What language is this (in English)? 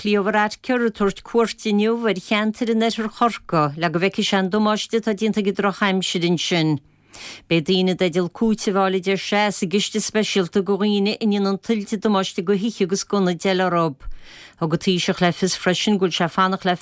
Irish